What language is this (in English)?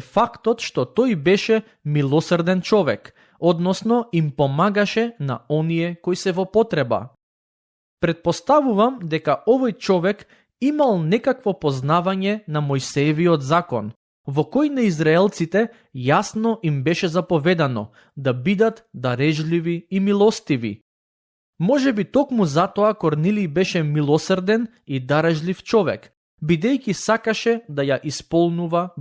Macedonian